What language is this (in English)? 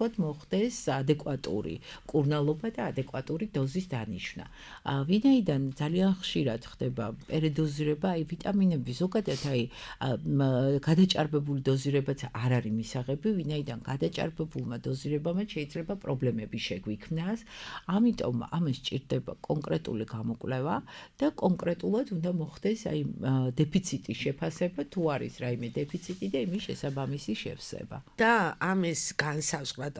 Georgian